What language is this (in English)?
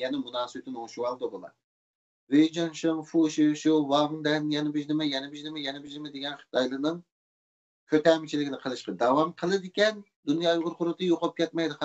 Uyghur